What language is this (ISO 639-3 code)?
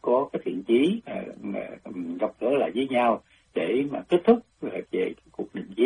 vie